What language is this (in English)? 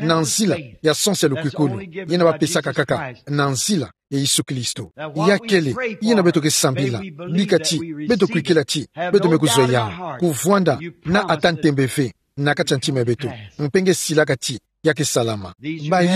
Kituba (Democratic Republic of Congo)